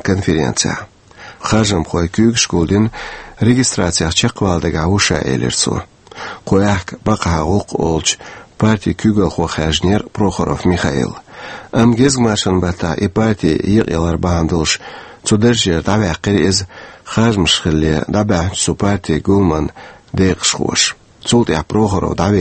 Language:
Chechen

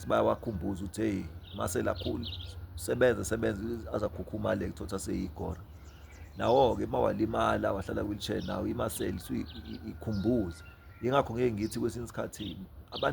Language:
Zulu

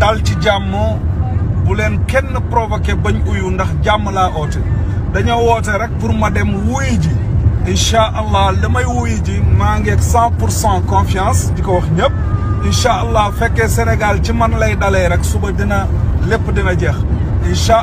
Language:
Wolof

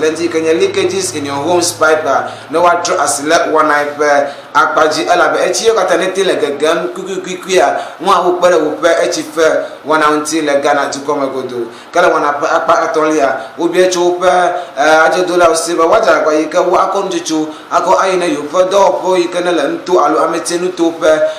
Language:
Ewe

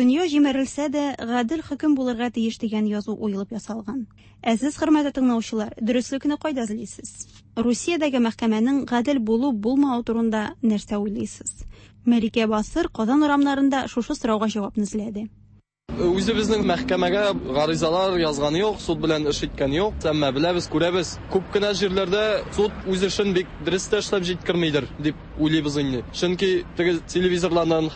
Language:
Tatar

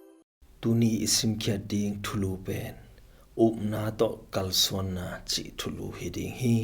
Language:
Tedim Chin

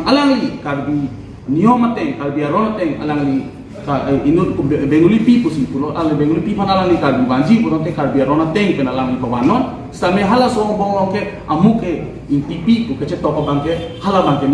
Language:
Karbi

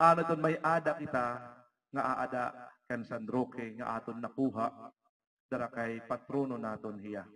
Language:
Waray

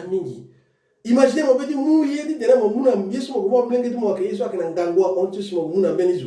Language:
Sango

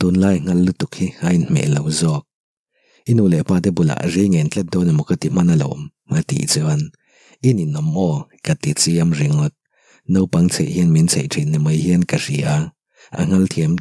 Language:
Mizo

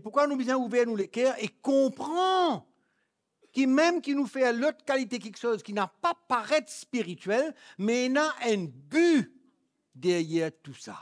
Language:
Morisyen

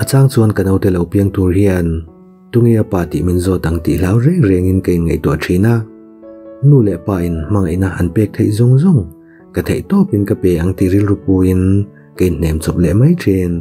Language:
Mizo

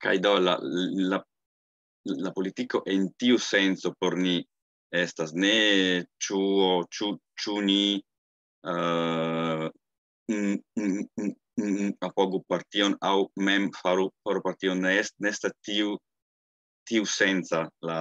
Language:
Esperanto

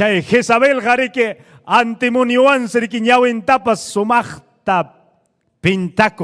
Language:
Ayacucho Quechua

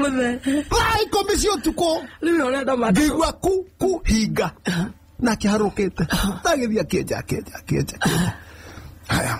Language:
Kikuyu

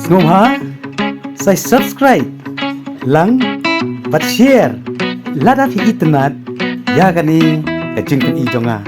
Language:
Khasi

